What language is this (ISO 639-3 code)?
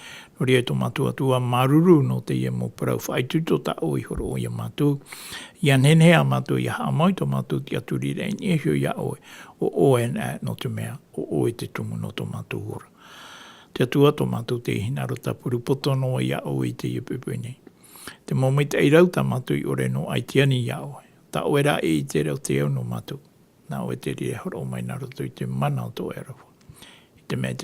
tah